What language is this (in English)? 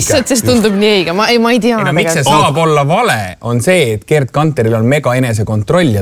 Estonian